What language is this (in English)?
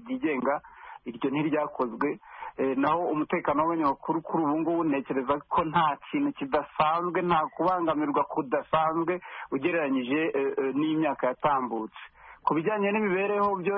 Kinyarwanda